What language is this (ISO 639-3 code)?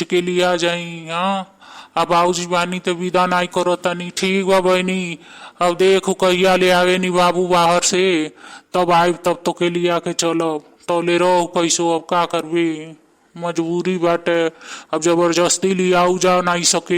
bho